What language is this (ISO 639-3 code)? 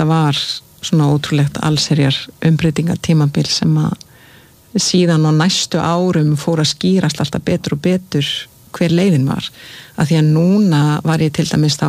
isl